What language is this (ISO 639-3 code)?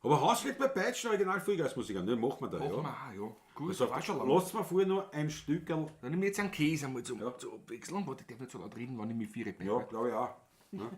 bar